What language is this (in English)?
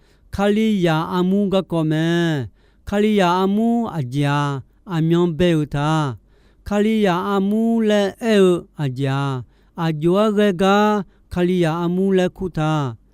Akha